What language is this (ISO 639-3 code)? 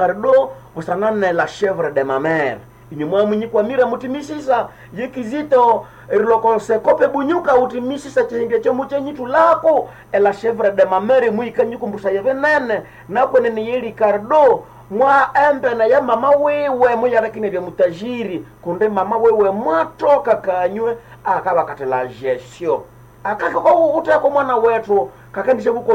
nnb